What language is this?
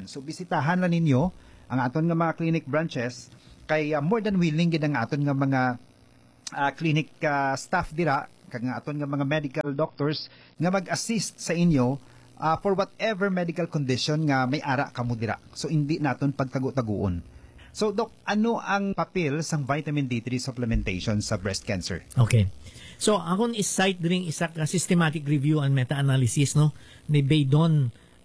Hiligaynon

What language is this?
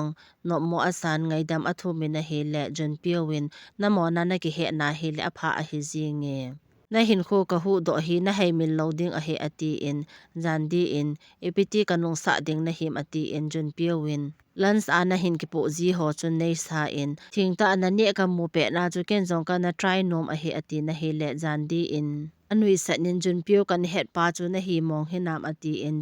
Thado Chin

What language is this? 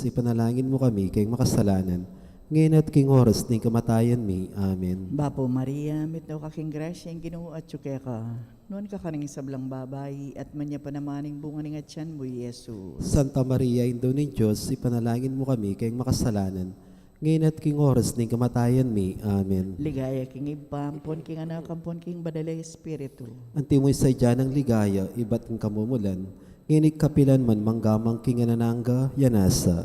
Pampanga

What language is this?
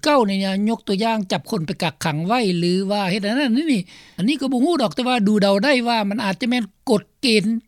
Lao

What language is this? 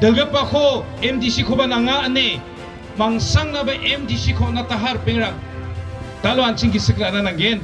Garo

